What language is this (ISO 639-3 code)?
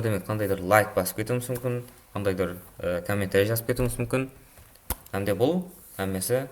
kaa